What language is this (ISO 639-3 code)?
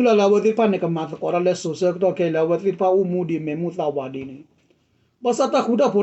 ksw